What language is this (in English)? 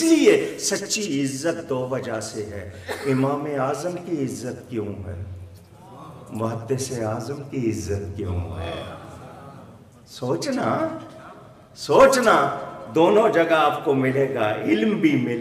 Urdu